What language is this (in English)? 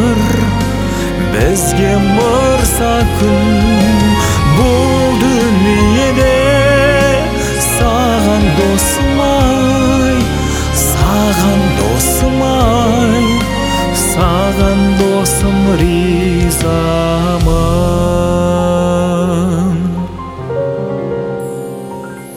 Kazakh